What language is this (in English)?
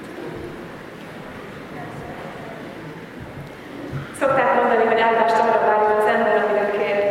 Hungarian